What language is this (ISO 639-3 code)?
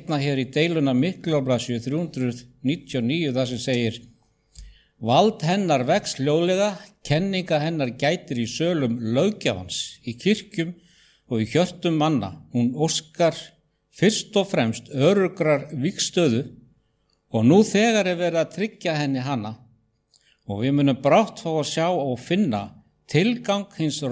isl